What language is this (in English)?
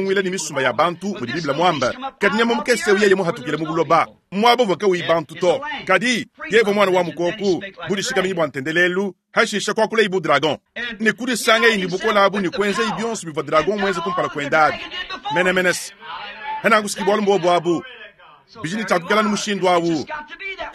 Luba-Lulua